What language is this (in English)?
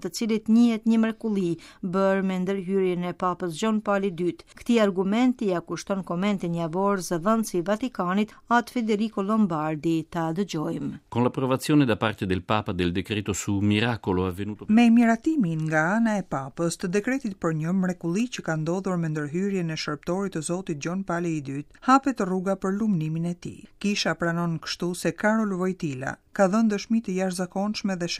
Albanian